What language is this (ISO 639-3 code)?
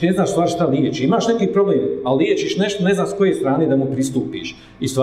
bos